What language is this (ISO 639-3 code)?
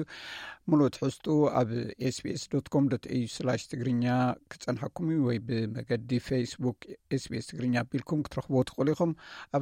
tir